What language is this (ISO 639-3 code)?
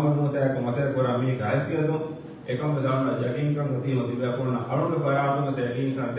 div